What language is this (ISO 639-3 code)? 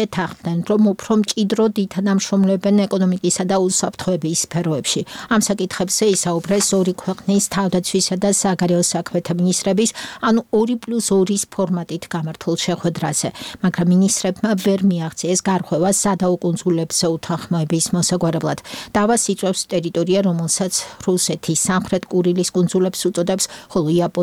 kat